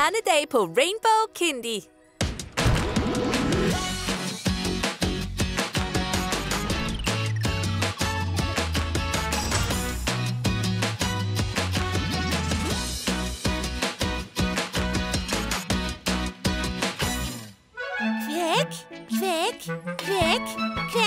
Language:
Danish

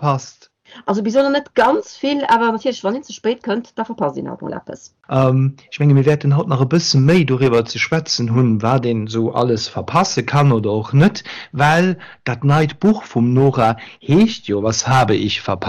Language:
Luxembourgish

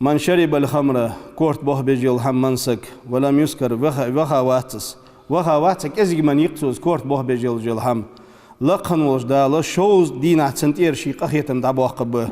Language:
Ingush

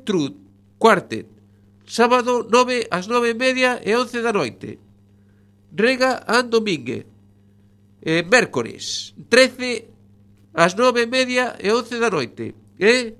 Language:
Galician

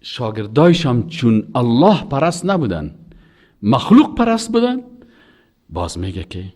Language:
Persian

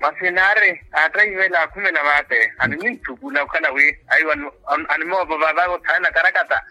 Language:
Makhuwa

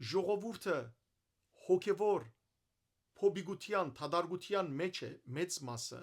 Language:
Western Armenian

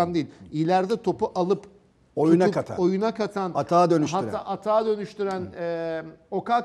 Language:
Turkish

